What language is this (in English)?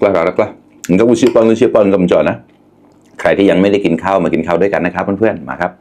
Mon